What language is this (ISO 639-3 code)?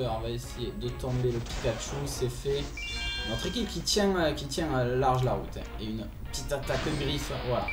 fra